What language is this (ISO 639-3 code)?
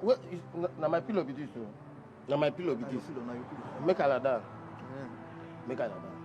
pcm